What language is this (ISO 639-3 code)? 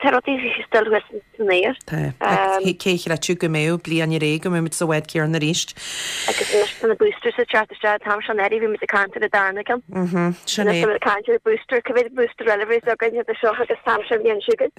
gle